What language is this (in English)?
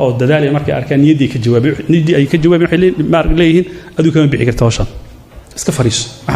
Somali